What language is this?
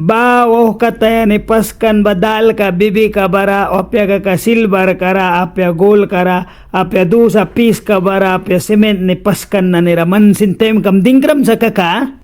Mískito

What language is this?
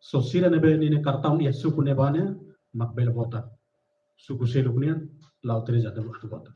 Tetum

